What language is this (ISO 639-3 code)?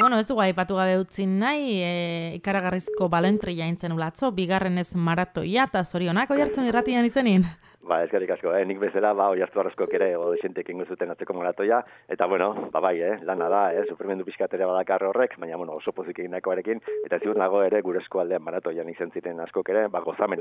eus